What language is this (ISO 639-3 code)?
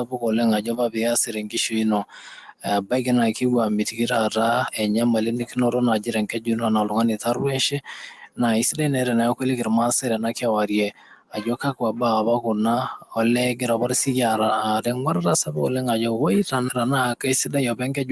mas